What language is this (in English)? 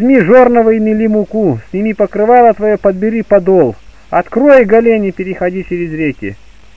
Russian